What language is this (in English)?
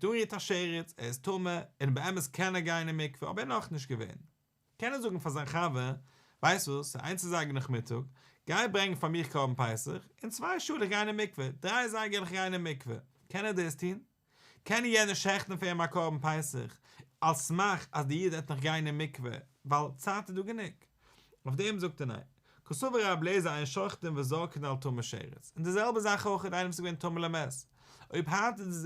Yiddish